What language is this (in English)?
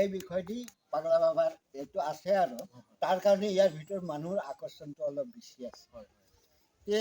Assamese